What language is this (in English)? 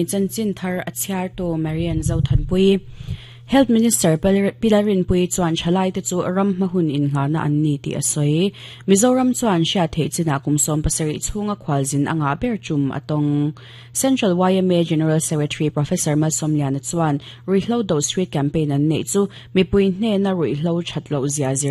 Mizo